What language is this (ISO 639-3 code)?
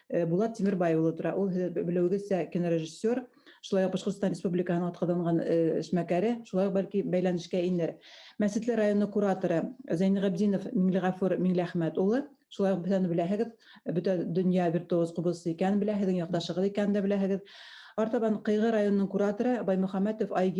bak